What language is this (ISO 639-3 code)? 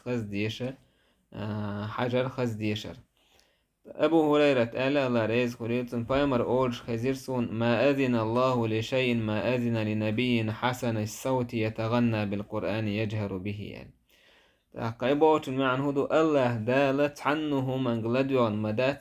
che